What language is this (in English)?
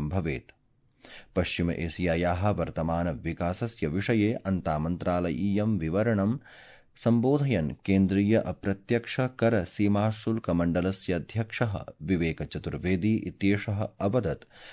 Sanskrit